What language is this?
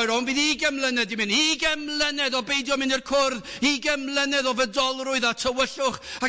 Welsh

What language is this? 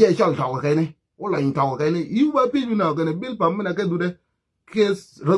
Nuer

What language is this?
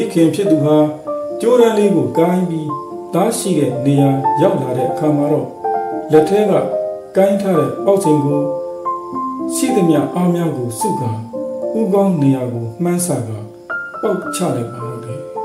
Burmese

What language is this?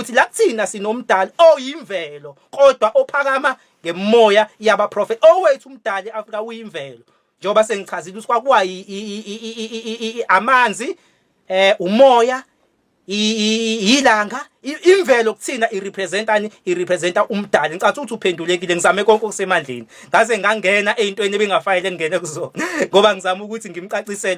Zulu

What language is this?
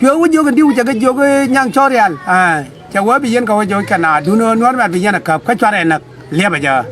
Nuer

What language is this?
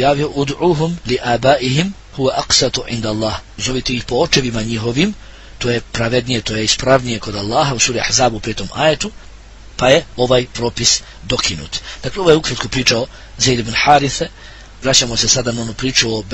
Bosnian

